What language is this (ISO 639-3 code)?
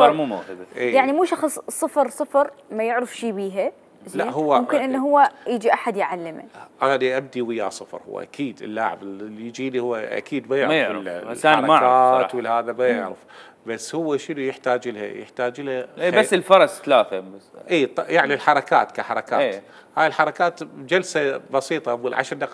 acm